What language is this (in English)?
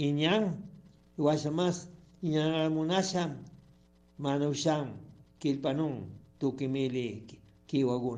Chimborazo Highland Quichua